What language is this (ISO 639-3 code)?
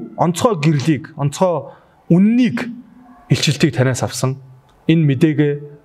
mon